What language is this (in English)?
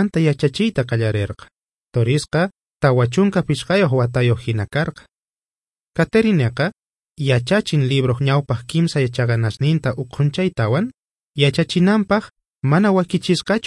South Bolivian Quechua